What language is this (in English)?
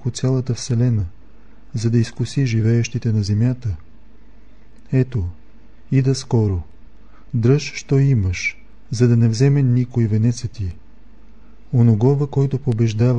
Bulgarian